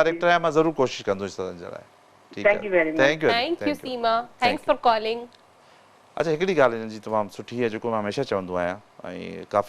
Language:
Sindhi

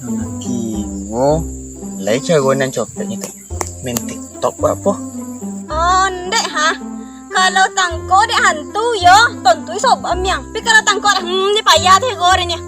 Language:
Minangkabau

